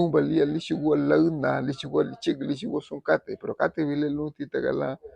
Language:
Garifuna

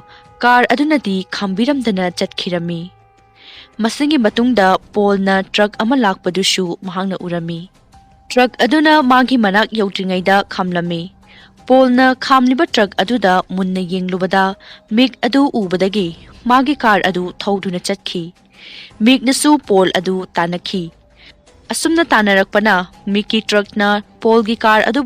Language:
Manipuri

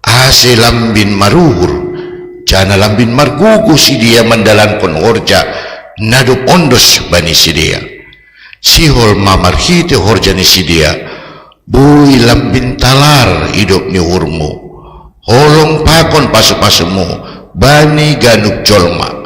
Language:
Batak Simalungun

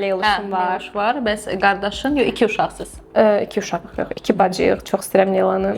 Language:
Azerbaijani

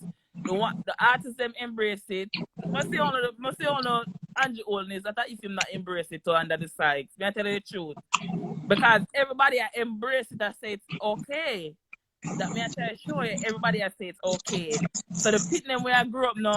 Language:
Jamaican Creole English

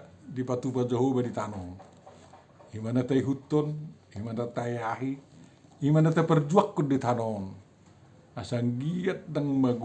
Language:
Batak Toba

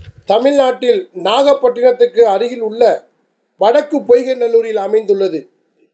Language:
Tamil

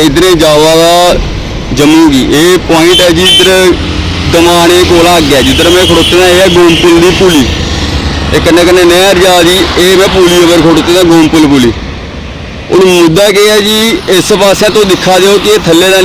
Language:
Dogri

